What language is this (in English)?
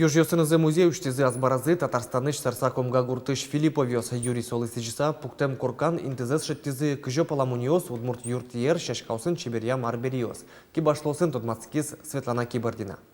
Udmurt